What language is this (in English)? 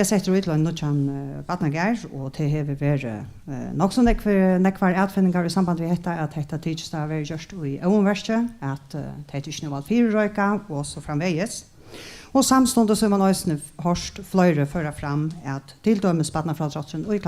Faroese